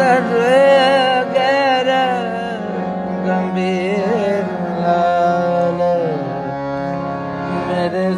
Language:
Punjabi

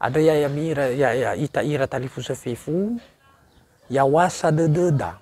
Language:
Nias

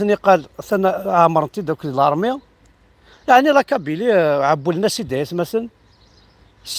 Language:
Kabyle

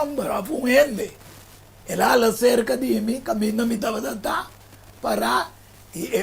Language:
Papiamento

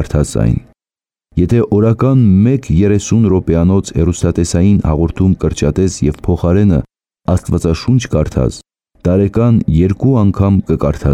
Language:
Armenian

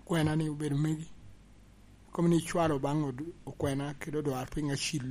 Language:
Lango (Uganda)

